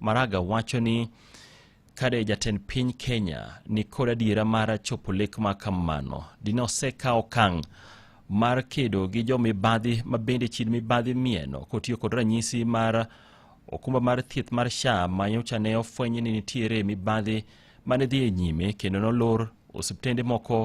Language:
Luo (Kenya and Tanzania)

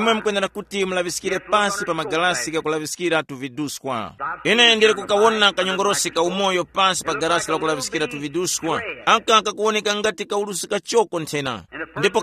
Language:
Tumbuka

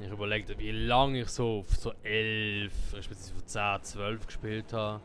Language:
Swiss German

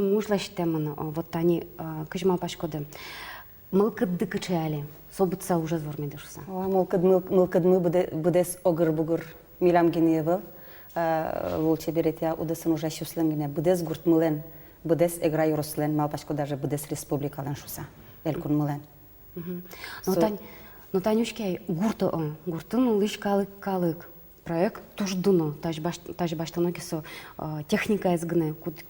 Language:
Udmurt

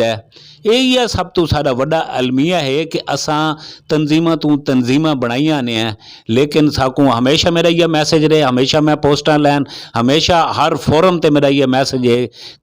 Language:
Saraiki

